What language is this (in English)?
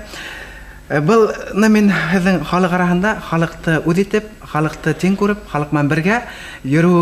Bashkir